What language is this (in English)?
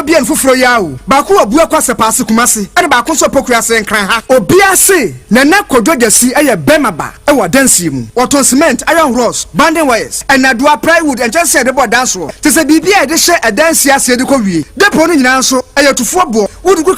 Akan